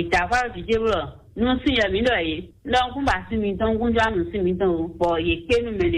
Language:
Fon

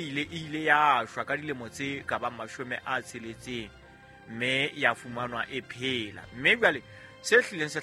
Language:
Southern Sotho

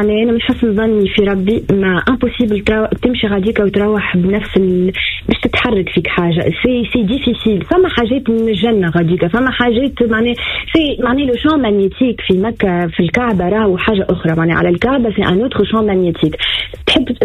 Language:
Tunisian Arabic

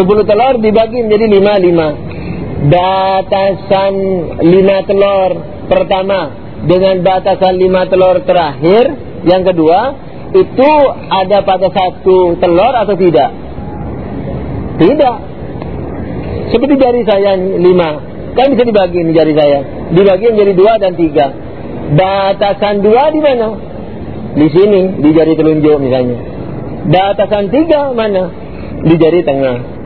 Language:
Indonesian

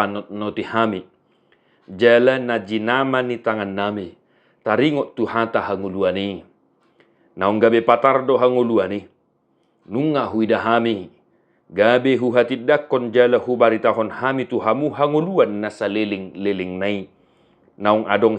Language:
Batak Toba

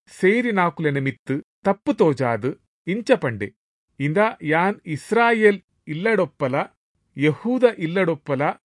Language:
Tulu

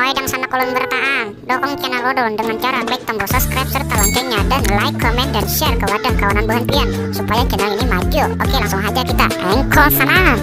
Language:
Banjar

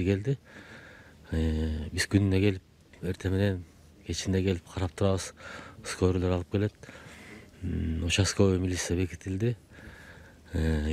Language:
Kyrgyz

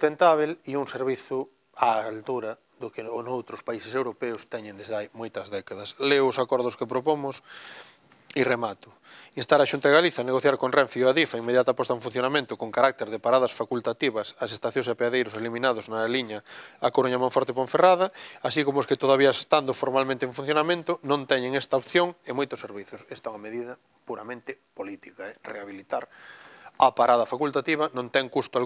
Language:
Galician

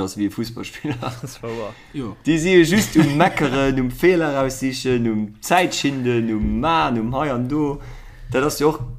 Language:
Luxembourgish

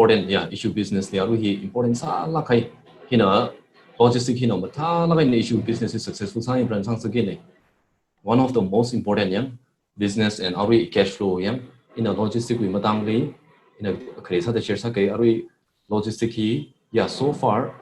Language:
Tangkhul Naga (India)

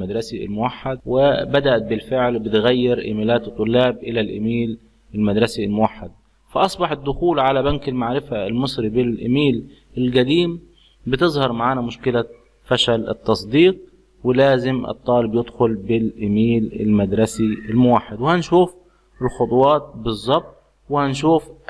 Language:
Egyptian Arabic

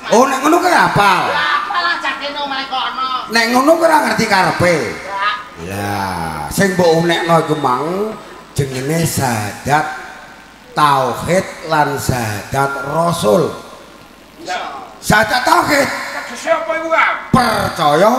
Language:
Javanese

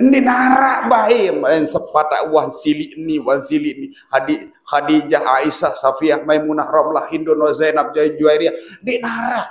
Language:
Sasak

